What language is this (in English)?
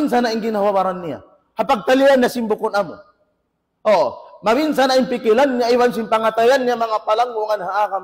Tausug